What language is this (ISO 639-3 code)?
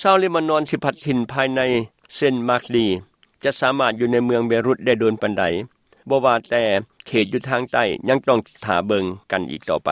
lao